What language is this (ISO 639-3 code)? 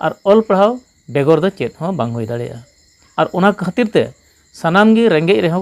sat